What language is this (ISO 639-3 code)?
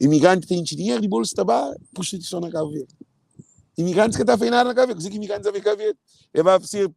kea